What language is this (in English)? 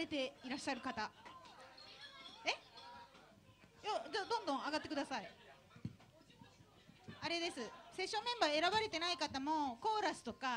Japanese